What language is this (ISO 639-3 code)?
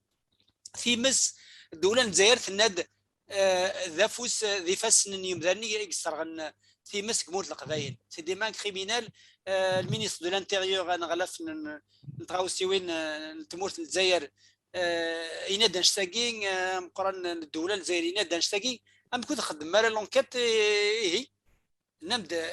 kab